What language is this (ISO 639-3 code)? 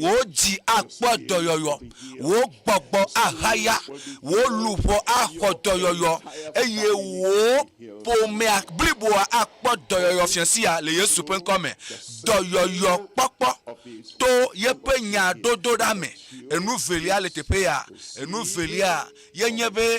ewe